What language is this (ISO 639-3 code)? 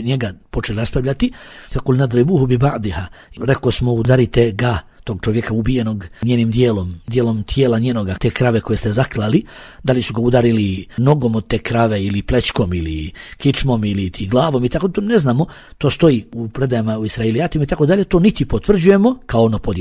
bos